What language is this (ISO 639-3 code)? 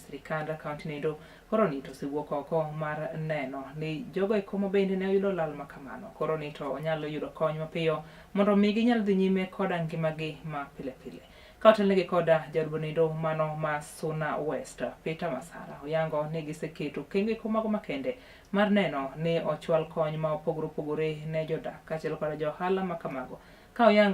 luo